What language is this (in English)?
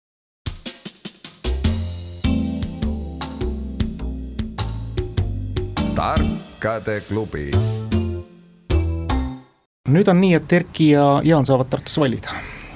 Estonian